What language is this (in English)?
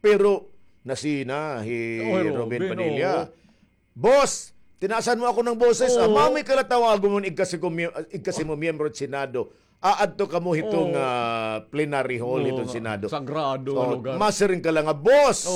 Waray